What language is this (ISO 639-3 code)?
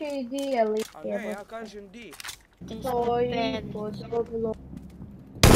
hrv